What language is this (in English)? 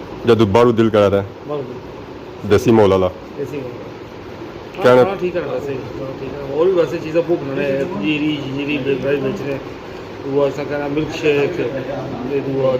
Pahari-Potwari